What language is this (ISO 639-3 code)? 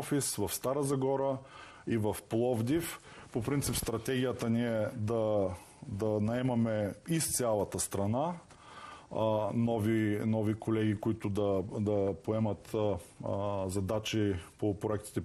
bul